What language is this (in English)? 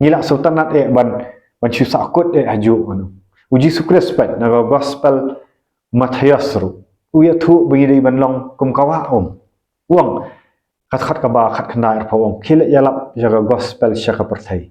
Khasi